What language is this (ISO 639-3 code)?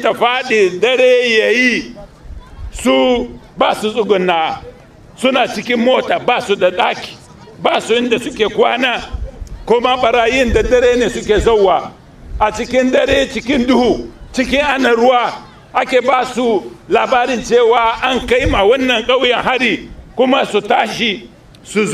hau